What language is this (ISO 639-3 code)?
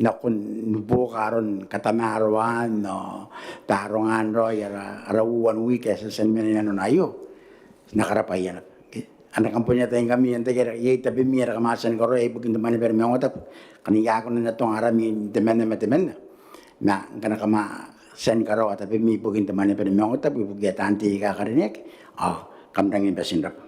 gil